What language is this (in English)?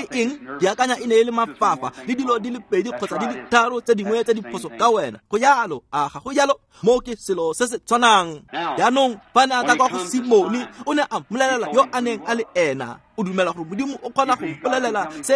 Tswana